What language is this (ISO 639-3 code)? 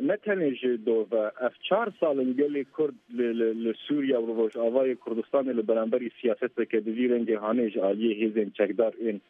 kur